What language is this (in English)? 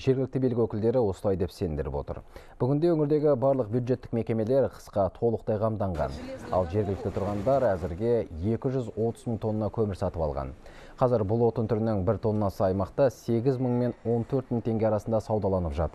Kazakh